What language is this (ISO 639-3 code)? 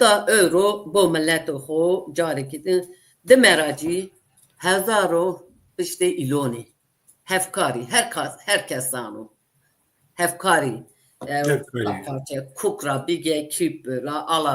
zza